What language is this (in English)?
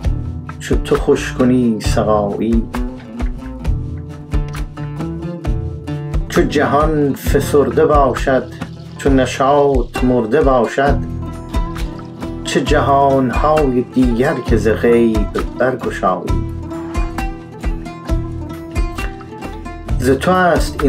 Persian